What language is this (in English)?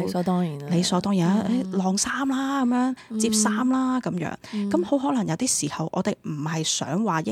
Cantonese